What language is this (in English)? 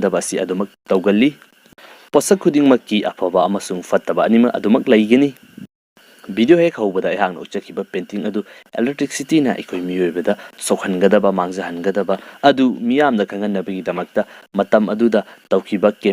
Manipuri